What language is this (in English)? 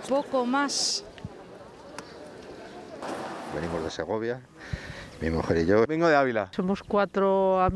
Spanish